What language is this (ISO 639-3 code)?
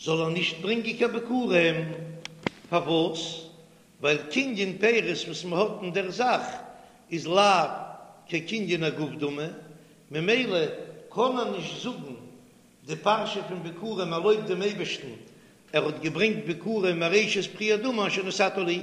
yid